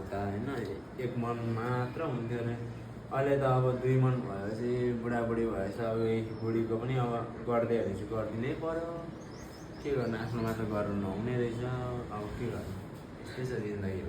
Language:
Nepali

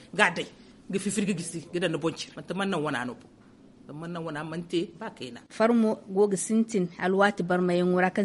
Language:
Zarma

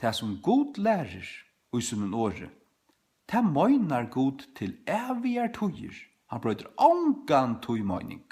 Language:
Faroese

